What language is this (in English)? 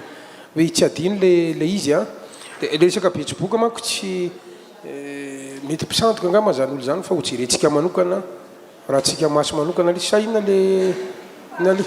Malagasy